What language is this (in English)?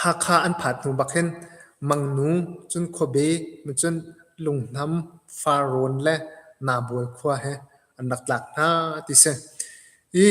Hakha Chin